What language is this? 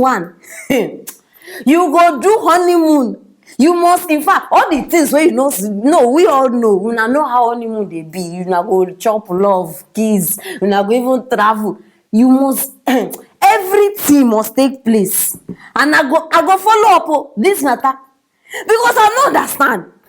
Nigerian Pidgin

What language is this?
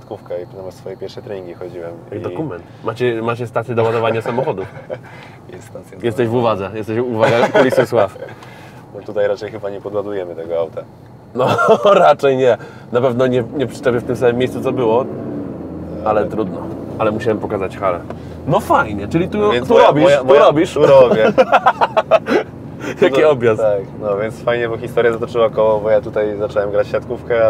Polish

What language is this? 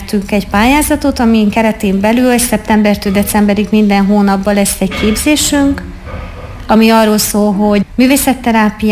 Hungarian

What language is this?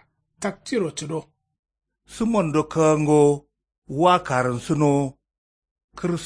Kanuri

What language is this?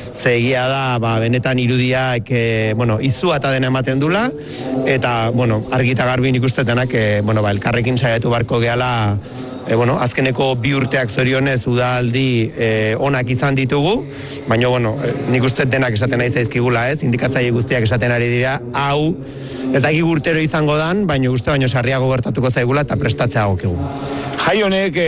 Basque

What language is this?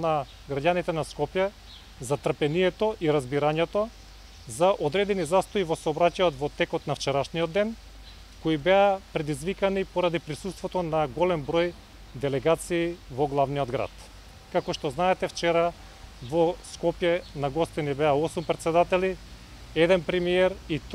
Macedonian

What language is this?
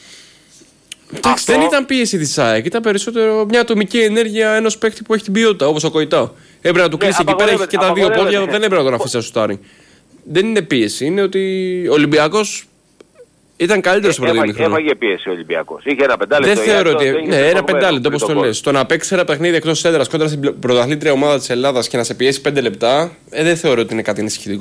Greek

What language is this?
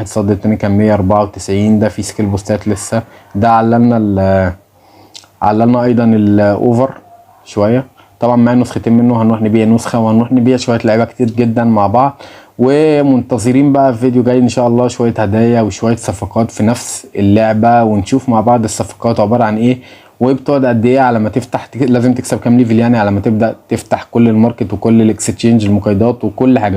Egyptian Arabic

